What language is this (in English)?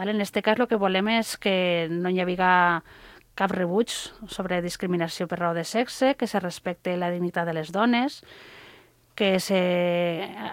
Catalan